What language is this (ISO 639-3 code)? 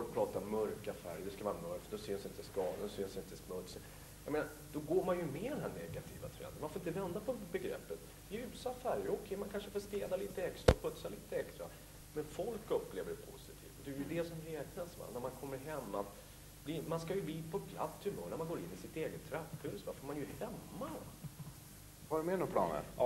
swe